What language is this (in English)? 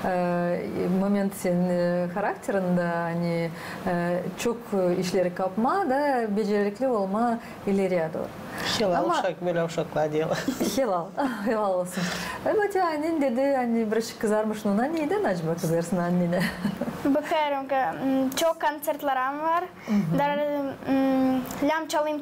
Gagauz